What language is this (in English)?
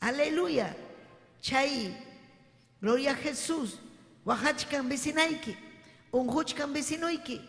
Ayacucho Quechua